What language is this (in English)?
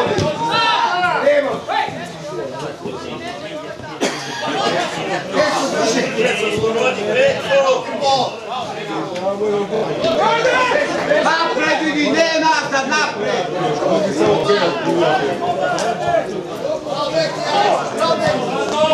Serbian